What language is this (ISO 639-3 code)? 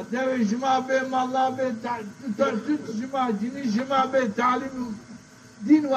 zza